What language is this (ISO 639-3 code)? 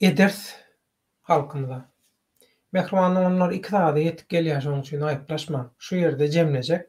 tuk